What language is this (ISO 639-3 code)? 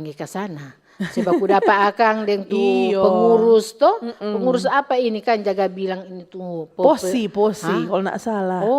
xmm